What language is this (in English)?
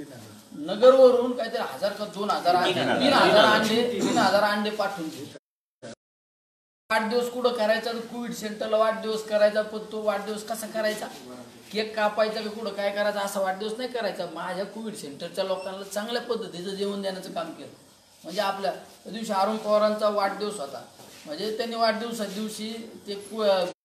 Marathi